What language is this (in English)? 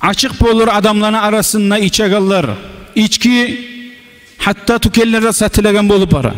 Kumyk